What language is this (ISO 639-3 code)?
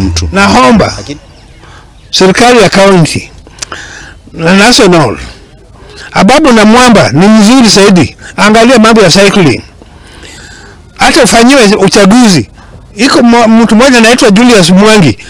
swa